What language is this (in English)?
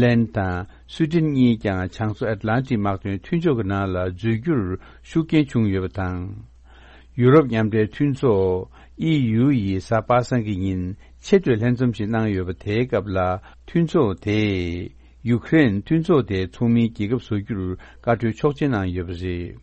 Tibetan